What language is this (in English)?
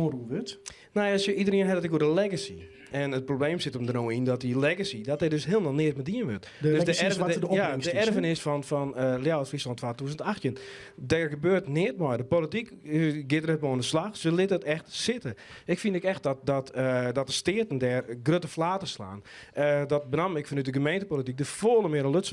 Western Frisian